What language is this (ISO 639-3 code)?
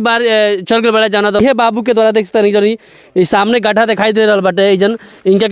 bho